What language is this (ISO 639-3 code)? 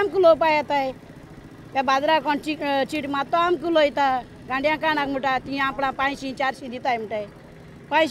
kok